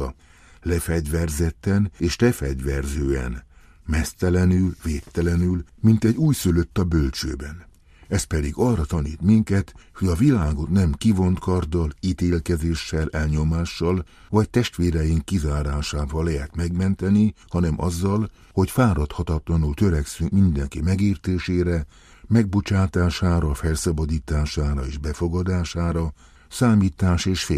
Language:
Hungarian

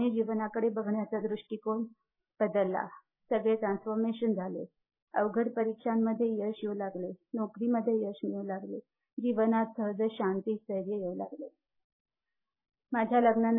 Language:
Marathi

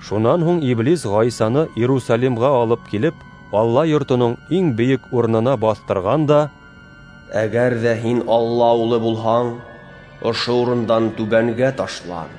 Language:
Bashkir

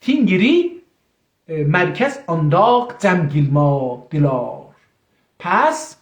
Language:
South Azerbaijani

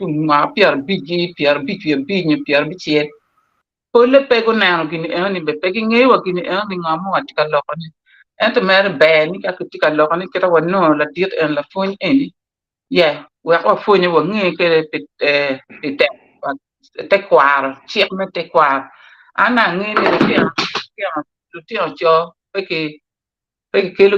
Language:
Acoli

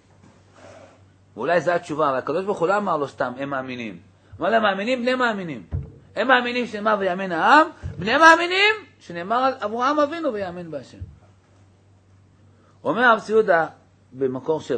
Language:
Hebrew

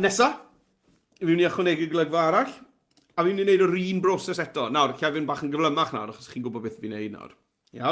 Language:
Welsh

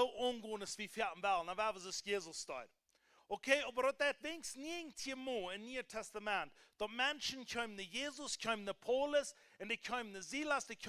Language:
Plautdietsch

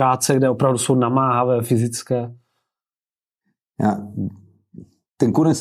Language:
Czech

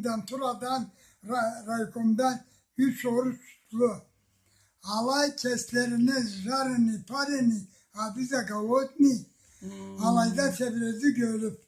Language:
Karachay-Balkar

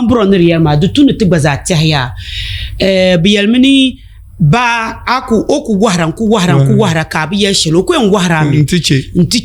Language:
Dagbani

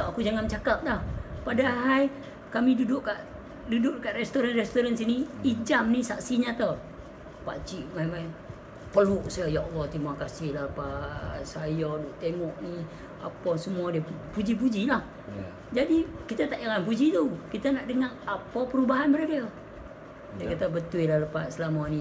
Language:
Malay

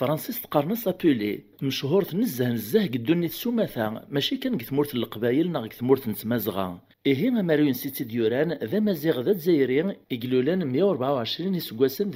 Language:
Kabyle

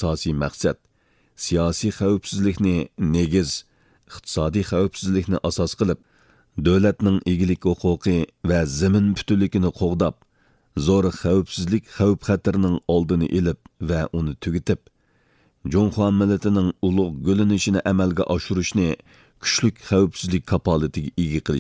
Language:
Uyghur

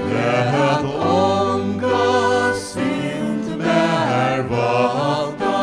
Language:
Faroese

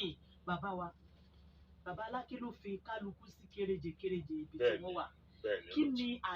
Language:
Yoruba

